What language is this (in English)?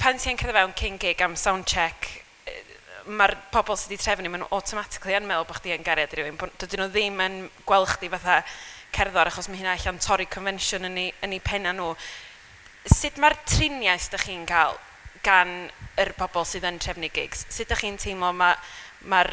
Welsh